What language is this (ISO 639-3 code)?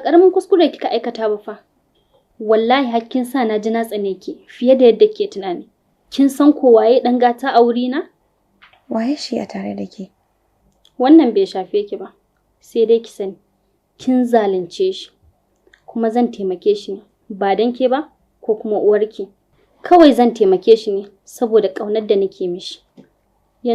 hau